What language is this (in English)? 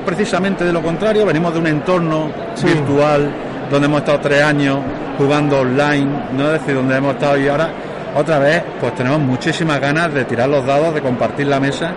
Spanish